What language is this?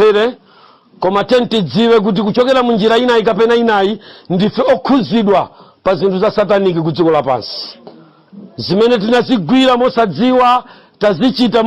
Nyanja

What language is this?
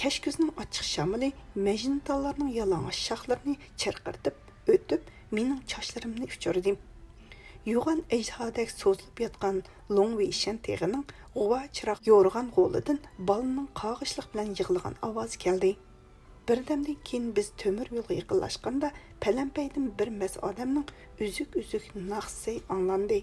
Uyghur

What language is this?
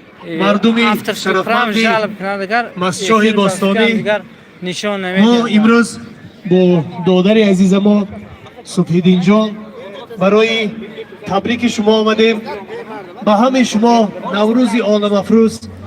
Tajik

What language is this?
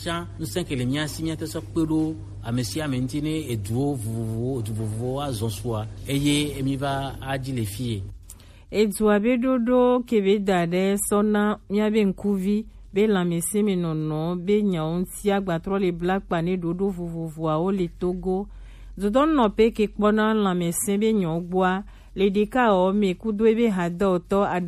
Gen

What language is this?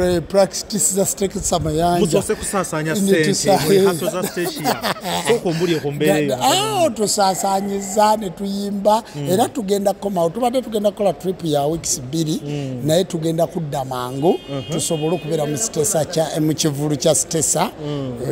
Ganda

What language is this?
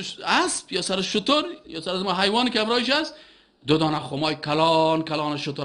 Persian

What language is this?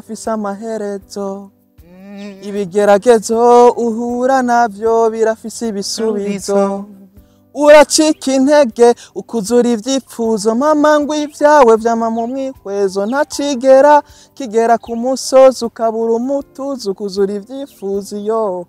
Rundi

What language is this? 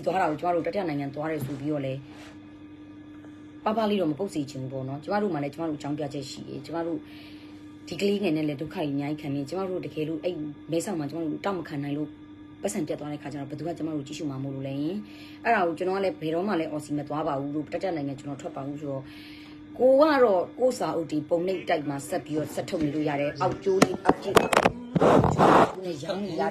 Burmese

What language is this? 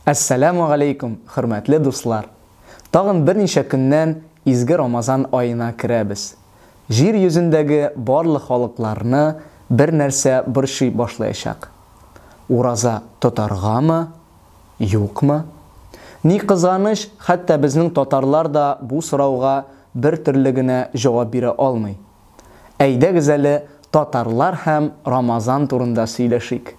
Tatar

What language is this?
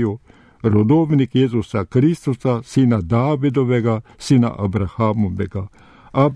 Slovenian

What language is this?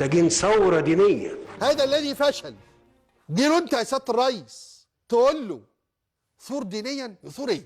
Egyptian Arabic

